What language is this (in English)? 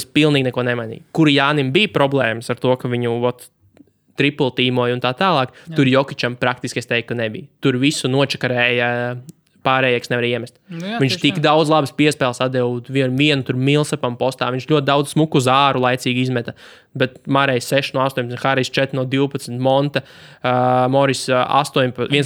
Latvian